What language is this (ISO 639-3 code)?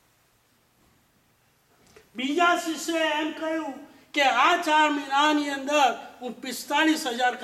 guj